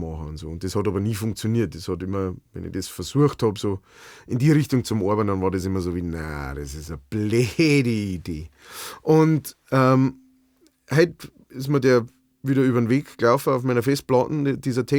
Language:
Bavarian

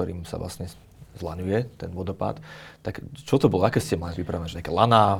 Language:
Slovak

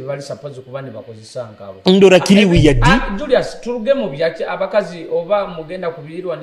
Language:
Nyoro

